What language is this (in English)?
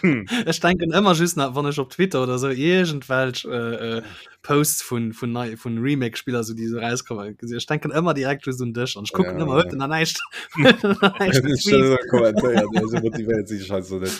Luxembourgish